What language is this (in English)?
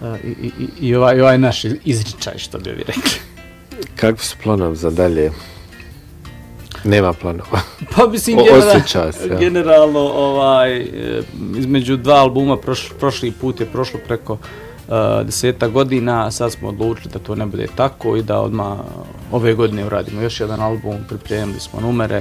Bosnian